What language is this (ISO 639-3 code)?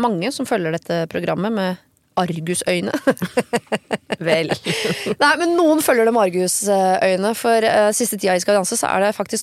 nor